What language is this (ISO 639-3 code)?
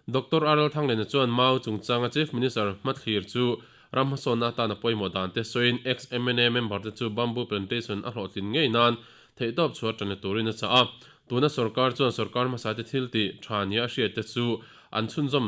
lus